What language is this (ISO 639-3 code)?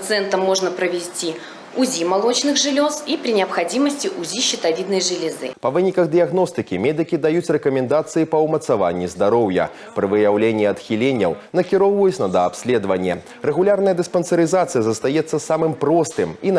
bel